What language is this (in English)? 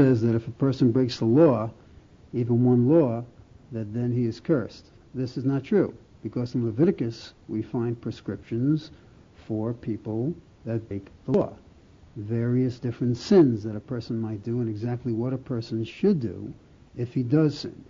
English